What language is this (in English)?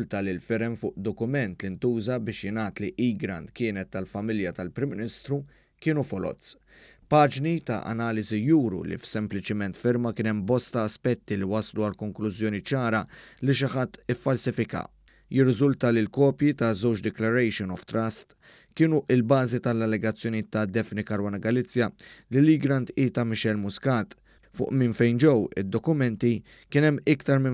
Maltese